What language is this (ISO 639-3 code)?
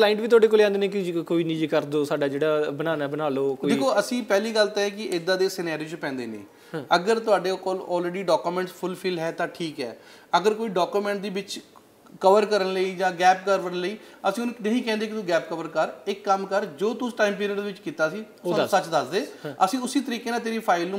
pan